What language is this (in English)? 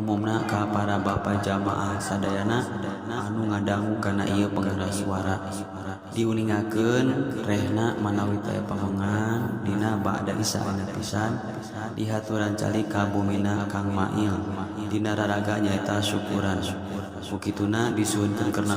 Sundanese